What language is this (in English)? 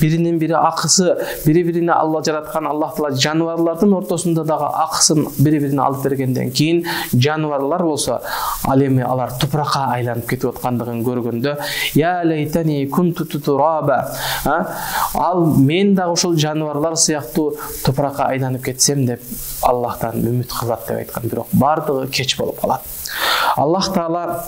Kyrgyz